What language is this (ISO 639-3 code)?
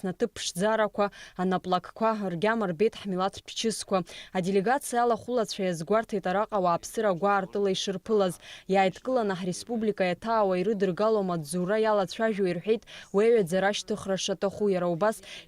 abk